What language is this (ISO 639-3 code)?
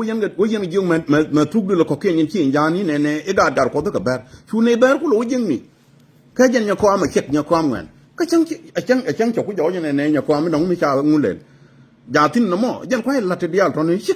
nus